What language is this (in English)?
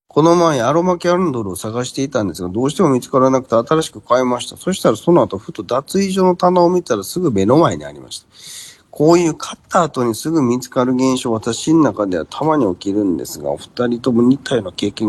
Japanese